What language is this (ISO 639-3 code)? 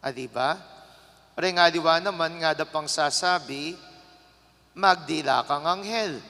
pam